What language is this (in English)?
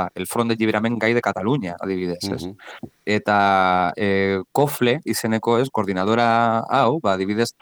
Basque